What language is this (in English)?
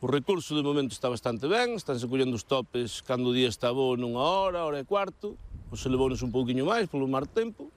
Galician